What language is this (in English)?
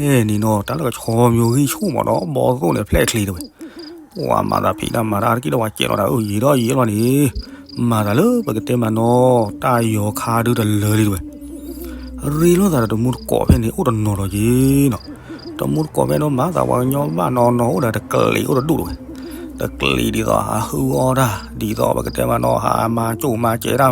S'gaw Karen